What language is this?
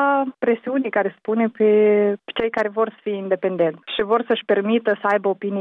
Romanian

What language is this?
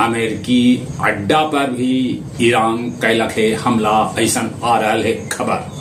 Magahi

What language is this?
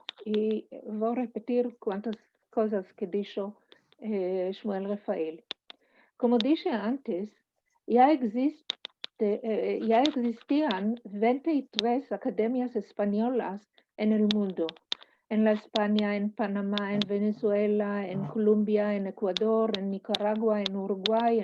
Ladino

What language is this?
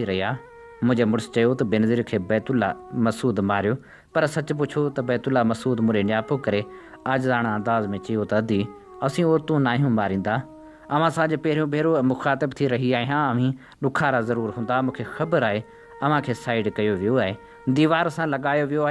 Sindhi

